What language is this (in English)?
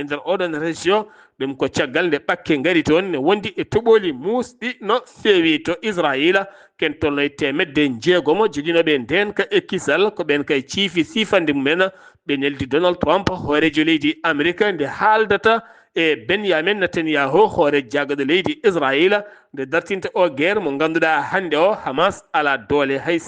Fula